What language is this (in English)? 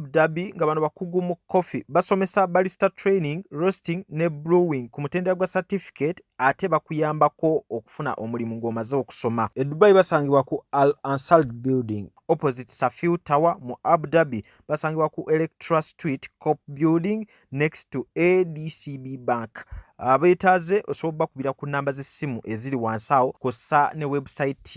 Ganda